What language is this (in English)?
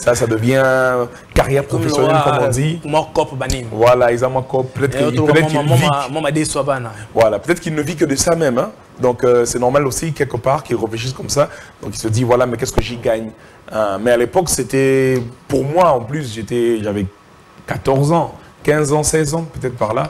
French